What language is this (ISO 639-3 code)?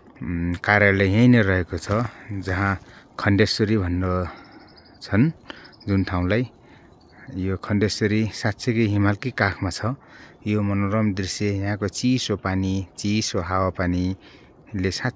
nep